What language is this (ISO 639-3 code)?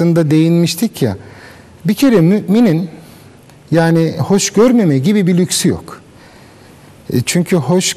tur